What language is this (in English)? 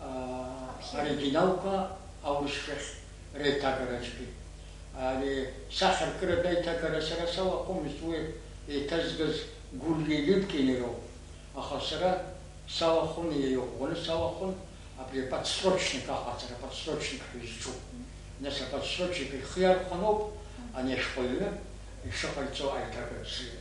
Abkhazian